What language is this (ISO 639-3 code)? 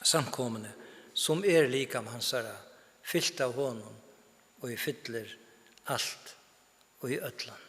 fao